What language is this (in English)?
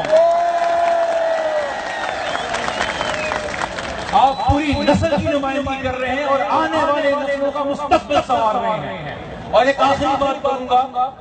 Urdu